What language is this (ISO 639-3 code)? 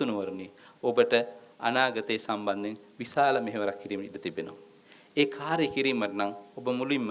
sin